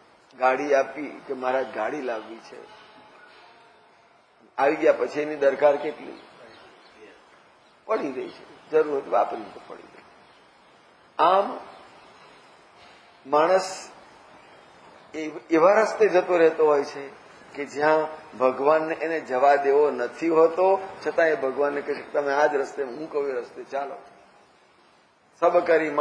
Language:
Gujarati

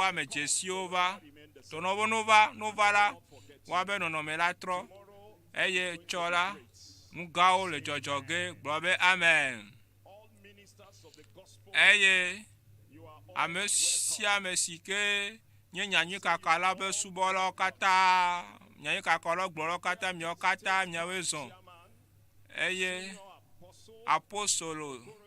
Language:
Ewe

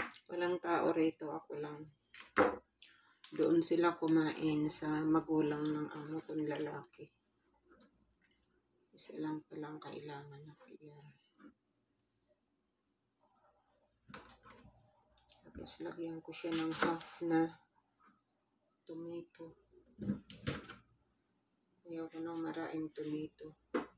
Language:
Filipino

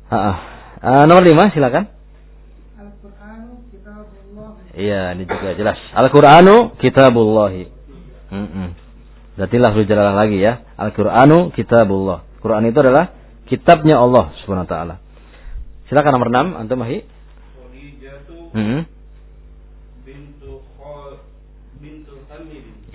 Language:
Indonesian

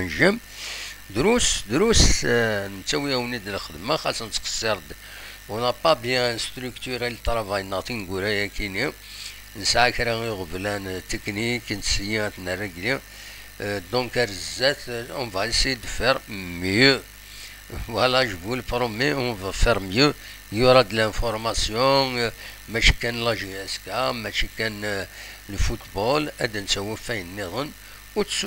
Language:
Kabyle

